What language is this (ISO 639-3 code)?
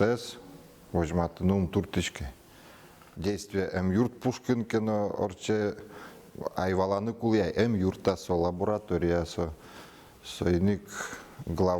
udm